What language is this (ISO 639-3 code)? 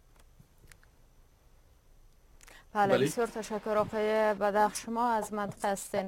fas